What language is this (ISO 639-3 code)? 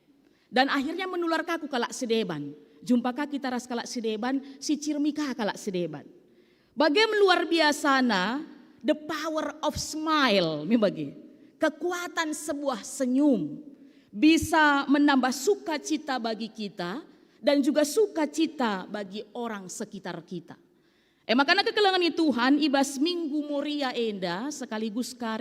btx